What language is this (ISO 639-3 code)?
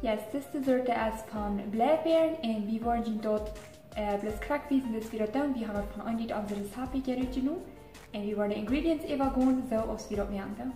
pdt